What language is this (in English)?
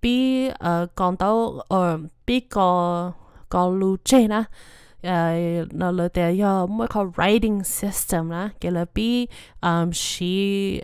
Hmong